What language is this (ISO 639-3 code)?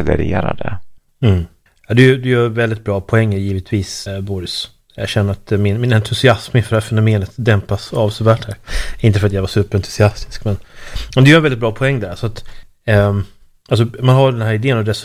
swe